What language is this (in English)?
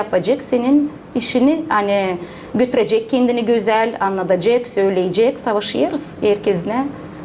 Gagauz